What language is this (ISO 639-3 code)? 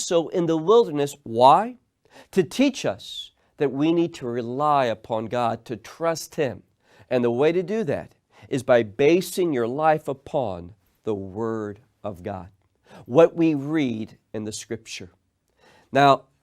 eng